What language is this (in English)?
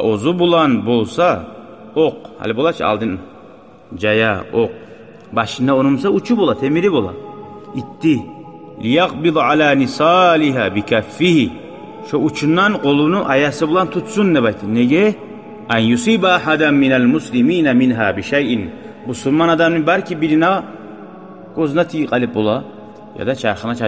Kumyk